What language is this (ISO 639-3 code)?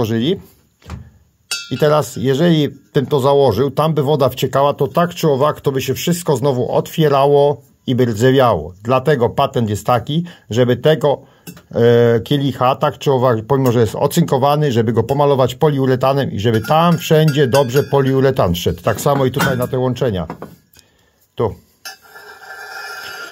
pol